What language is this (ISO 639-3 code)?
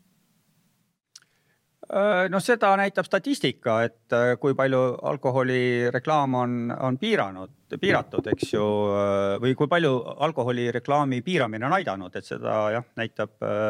est